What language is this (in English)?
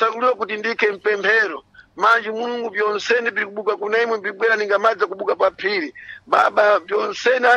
Sena